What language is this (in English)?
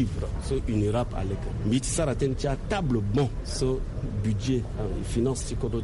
Sango